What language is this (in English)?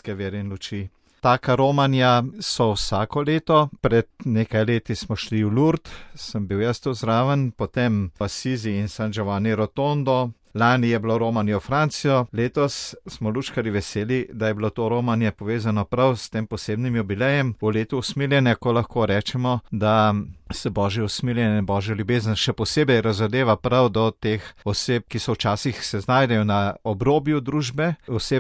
Slovenian